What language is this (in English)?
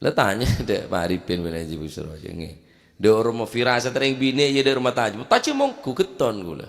Madurese